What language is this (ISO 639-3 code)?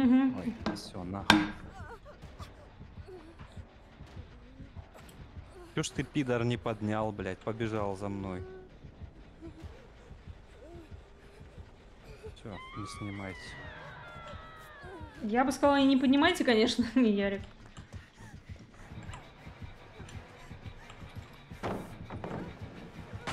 rus